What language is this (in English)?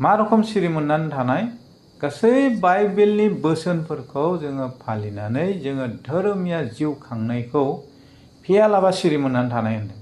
Bodo